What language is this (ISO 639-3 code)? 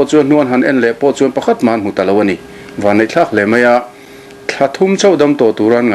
lus